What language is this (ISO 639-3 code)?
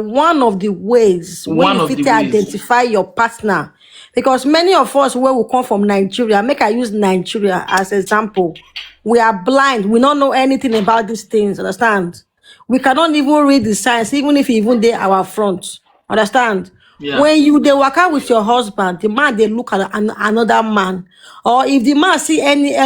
pcm